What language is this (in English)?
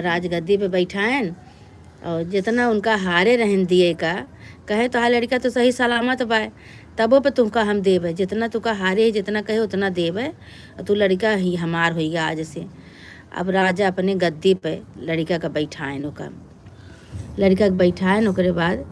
Awadhi